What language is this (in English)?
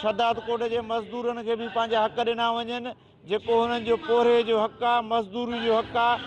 Sindhi